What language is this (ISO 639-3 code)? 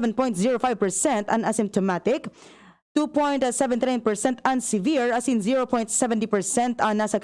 bik